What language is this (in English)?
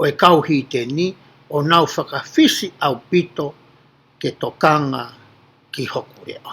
Tongan